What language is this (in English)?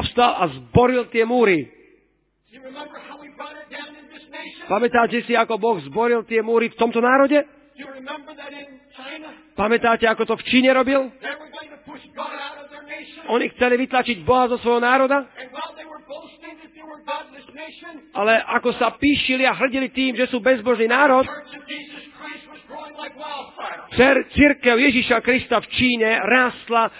Slovak